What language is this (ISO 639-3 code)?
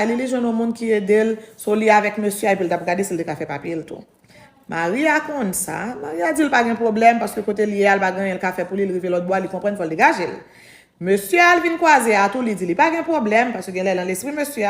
hat